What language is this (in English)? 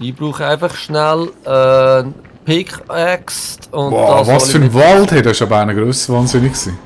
Swiss German